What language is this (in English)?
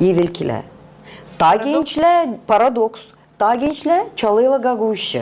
Gagauz